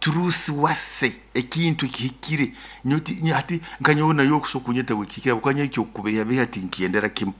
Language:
Nyoro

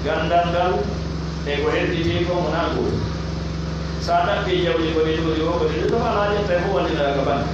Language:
Pular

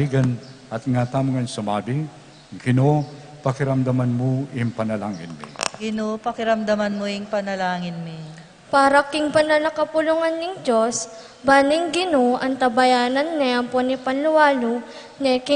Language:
Pampanga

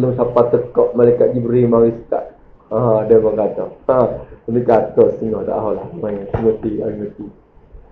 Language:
Malay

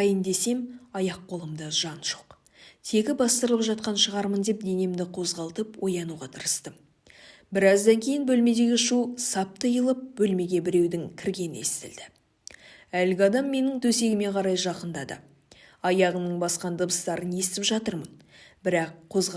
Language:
Kazakh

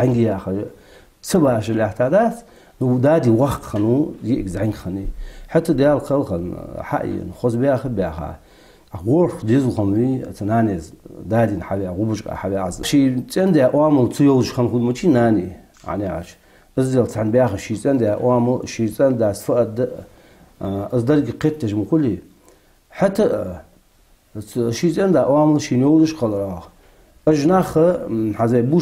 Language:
Ingush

